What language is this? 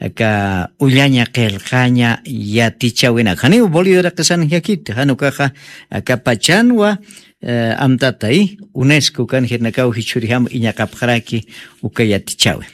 Aymara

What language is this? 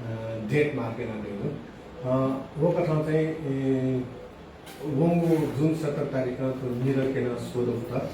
Newari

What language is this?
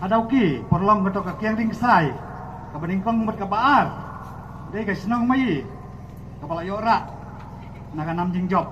Khasi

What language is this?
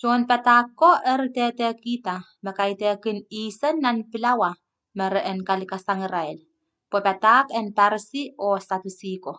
Pohnpeian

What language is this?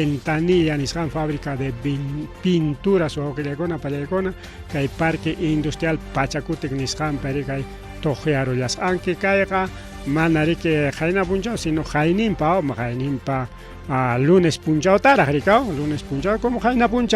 Ayacucho Quechua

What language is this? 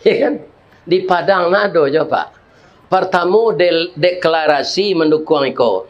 Minangkabau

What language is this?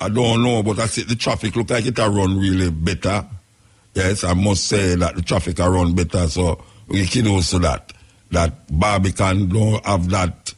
Jamaican Creole English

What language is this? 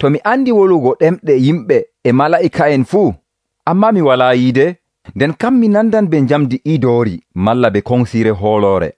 Nigerian Fulfulde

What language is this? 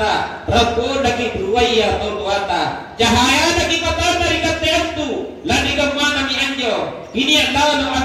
Makasar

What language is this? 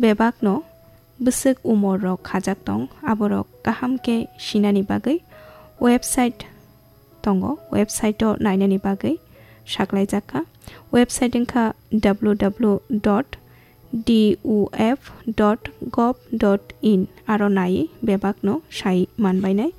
Kok Borok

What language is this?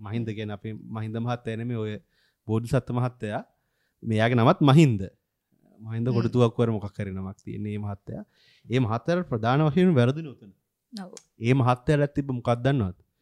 Sinhala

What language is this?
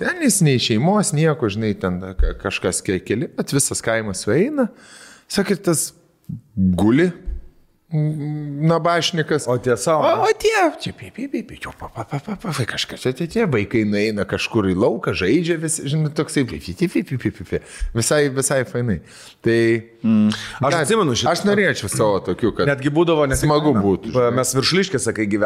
Lithuanian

